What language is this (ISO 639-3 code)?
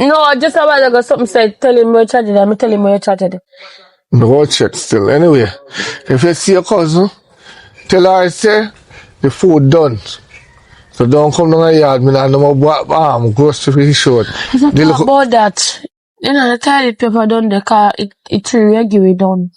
jam